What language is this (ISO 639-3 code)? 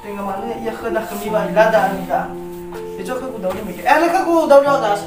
nia